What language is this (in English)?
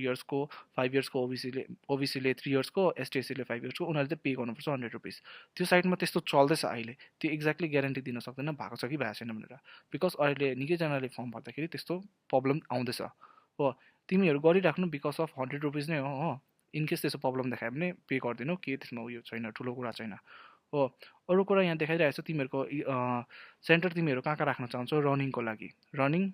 Nepali